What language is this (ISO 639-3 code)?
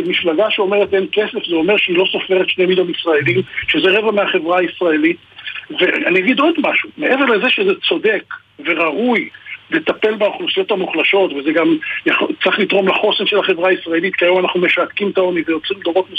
heb